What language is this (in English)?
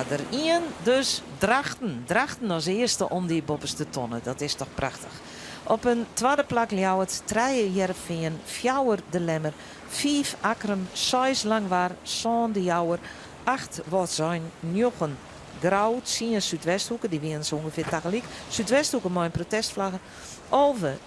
Western Frisian